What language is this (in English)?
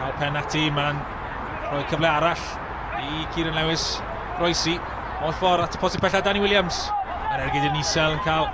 Welsh